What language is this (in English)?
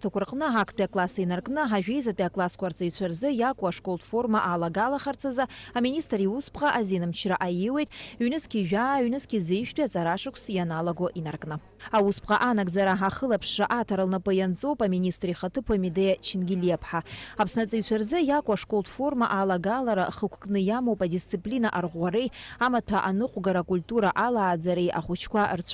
Abkhazian